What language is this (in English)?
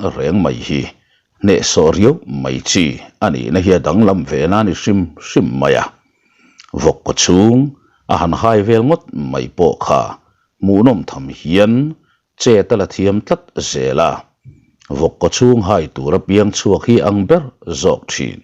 Mizo